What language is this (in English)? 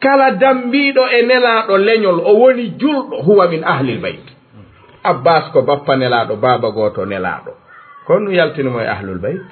Fula